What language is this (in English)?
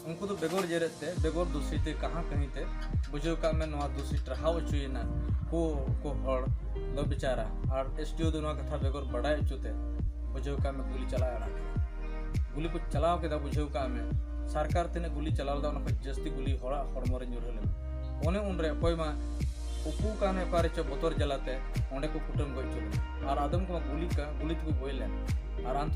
Santali